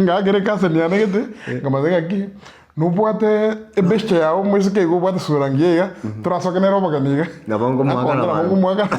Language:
Gusii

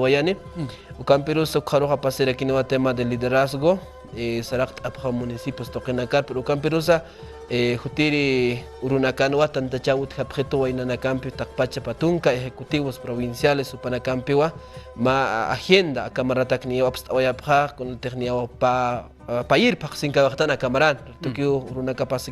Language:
Aymara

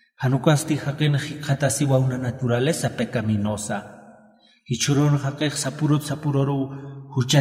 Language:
Aymara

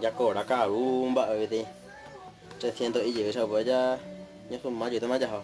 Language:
Guarani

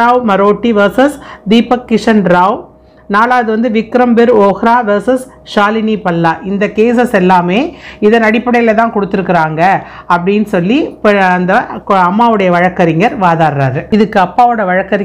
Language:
Tamil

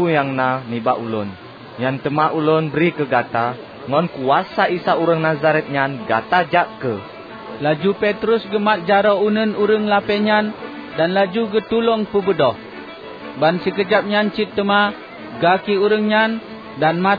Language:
Achinese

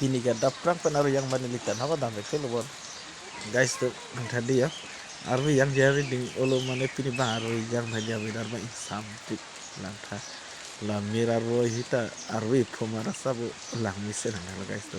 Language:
Karbi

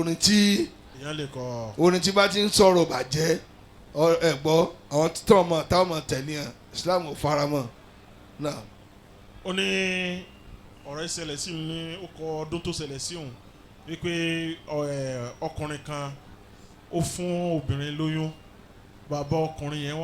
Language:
Yoruba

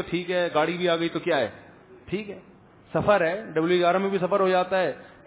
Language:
Urdu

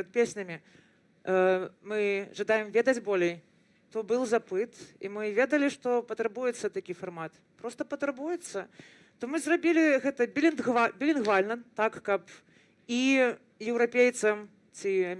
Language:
Belarusian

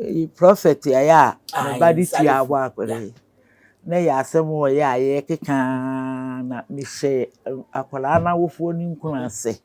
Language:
Akan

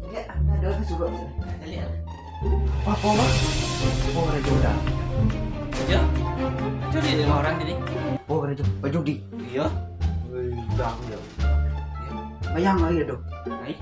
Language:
Minangkabau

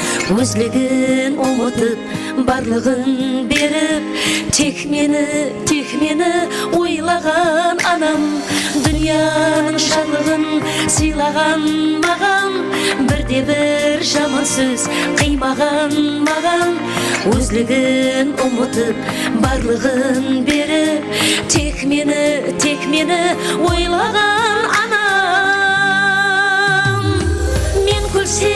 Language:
Kara-Kalpak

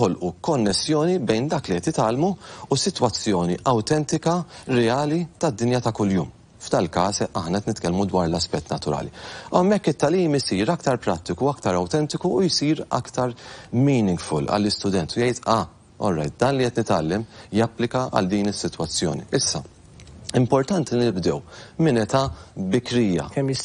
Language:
Maltese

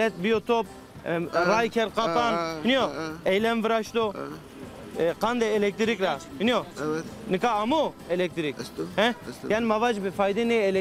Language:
Zaza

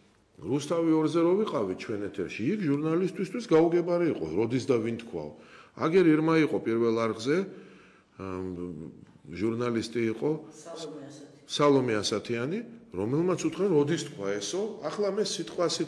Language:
Georgian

